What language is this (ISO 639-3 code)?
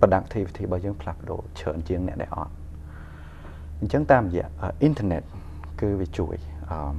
khm